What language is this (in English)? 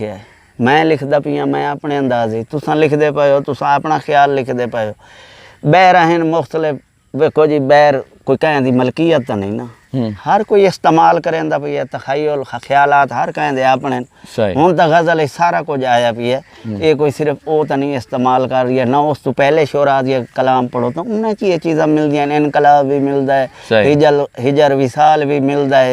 Saraiki